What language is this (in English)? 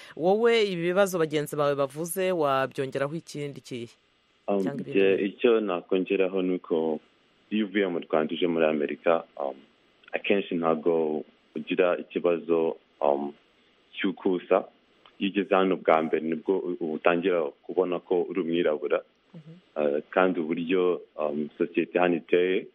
Kinyarwanda